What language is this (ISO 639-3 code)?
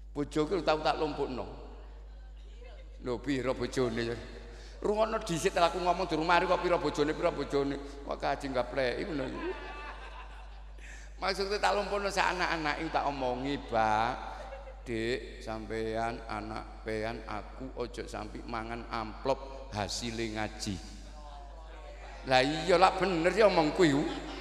jav